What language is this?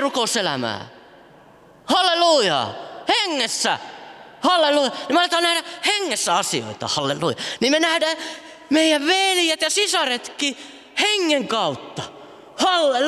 Finnish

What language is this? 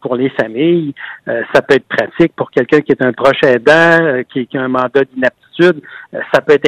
French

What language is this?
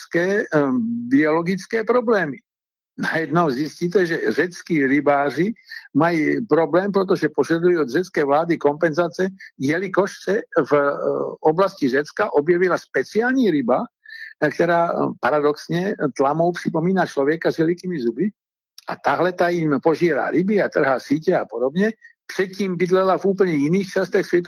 Czech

